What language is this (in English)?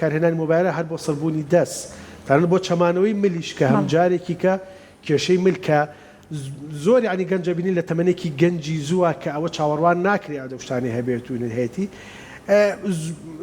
Central Kurdish